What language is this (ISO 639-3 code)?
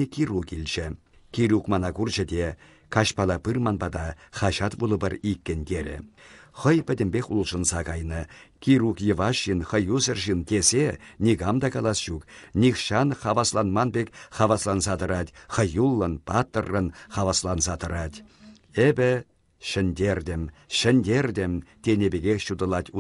chv